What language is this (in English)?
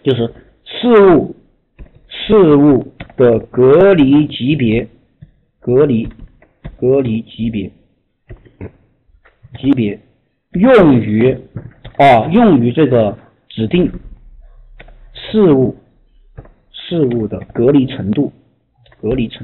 Chinese